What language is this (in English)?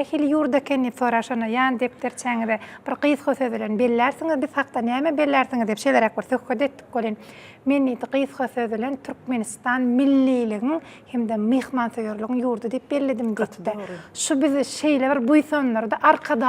Turkmen